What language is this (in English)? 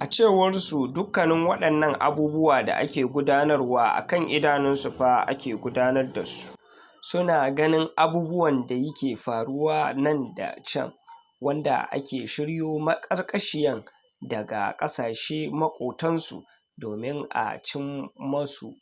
Hausa